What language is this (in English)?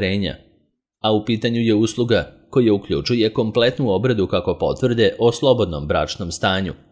Serbian